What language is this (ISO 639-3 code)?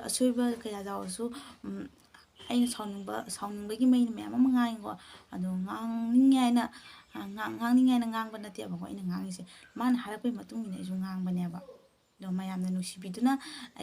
mni